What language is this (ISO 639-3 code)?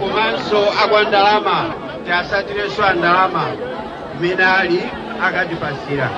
nya